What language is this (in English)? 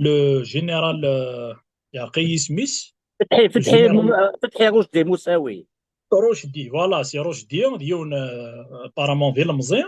Kabyle